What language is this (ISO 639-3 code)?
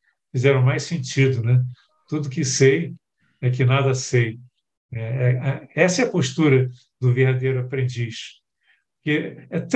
por